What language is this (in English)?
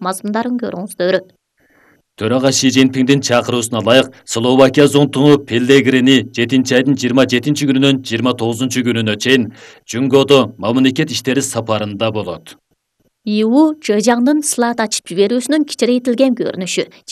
Kyrgyz